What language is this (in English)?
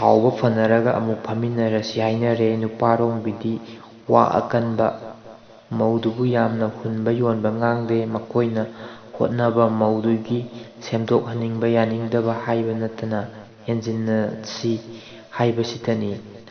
Manipuri